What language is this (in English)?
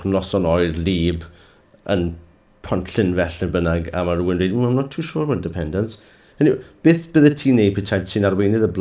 Welsh